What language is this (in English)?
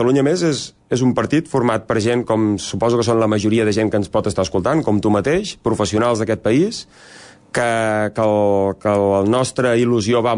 Catalan